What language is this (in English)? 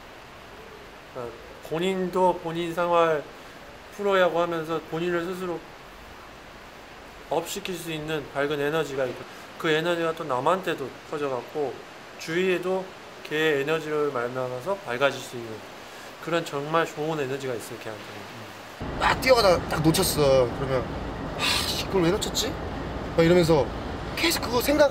Korean